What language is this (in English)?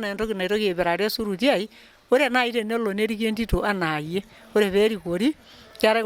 Masai